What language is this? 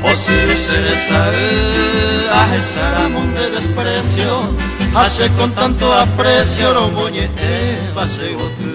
Guarani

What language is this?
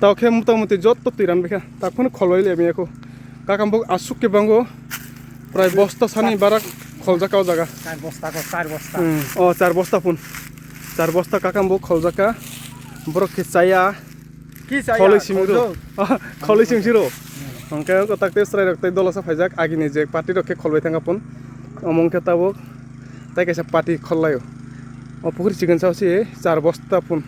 Kok Borok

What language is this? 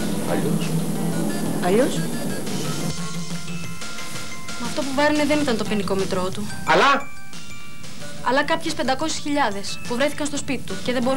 Greek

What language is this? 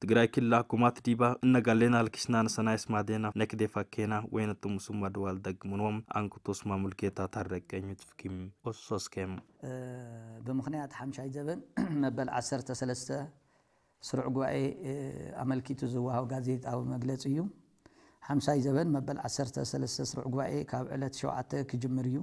Tigrinya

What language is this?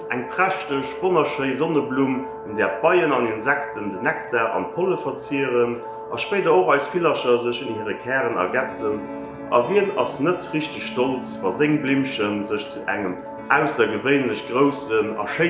Luxembourgish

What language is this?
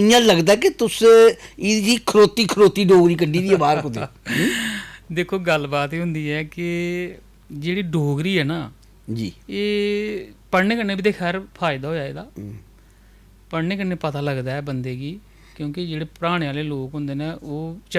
Dogri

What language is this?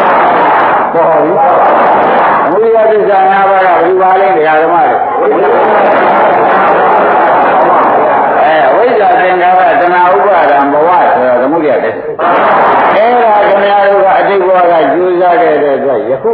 Burmese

